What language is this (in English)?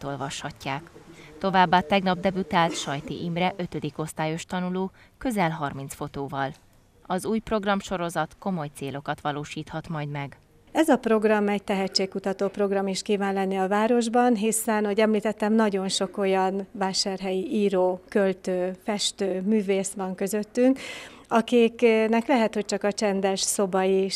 Hungarian